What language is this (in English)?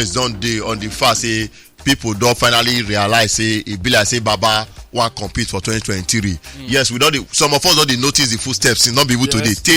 Nigerian Pidgin